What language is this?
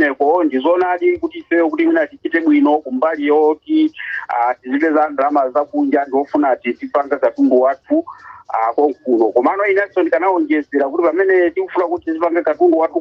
Nyanja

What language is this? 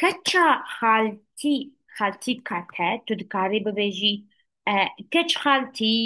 Kurdish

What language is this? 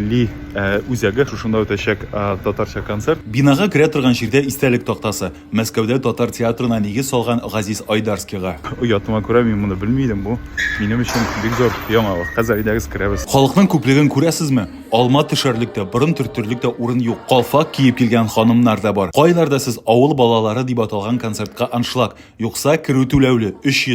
Tatar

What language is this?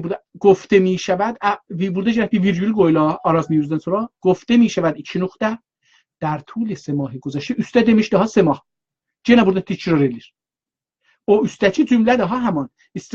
South Azerbaijani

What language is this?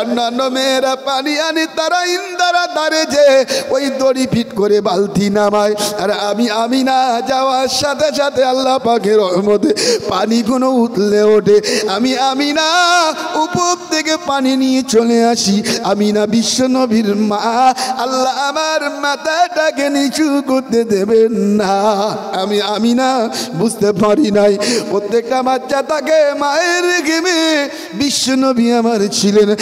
Bangla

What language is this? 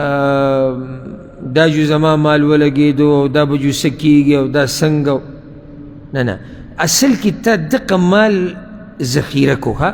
Pashto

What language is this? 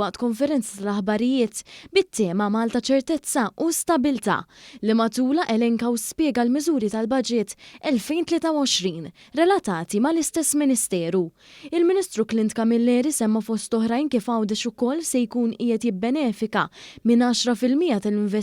Maltese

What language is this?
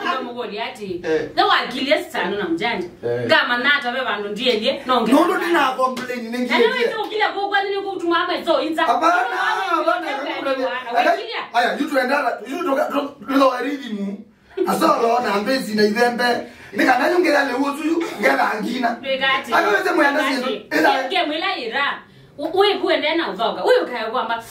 Kamba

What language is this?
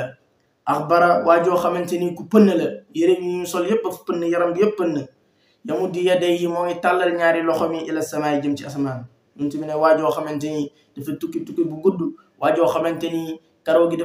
Wolof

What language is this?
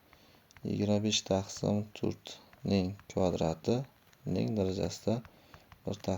Uzbek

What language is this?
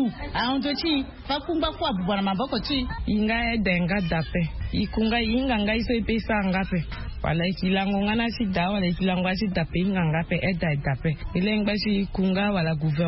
Sango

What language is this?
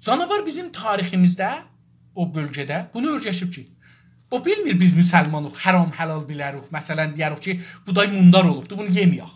South Azerbaijani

